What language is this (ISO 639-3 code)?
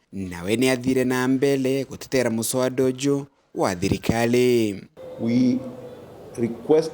mer